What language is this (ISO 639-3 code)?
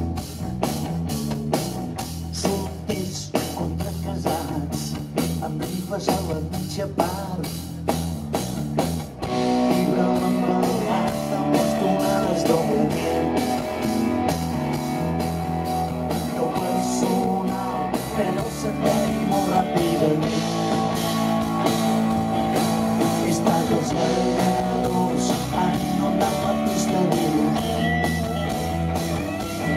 cat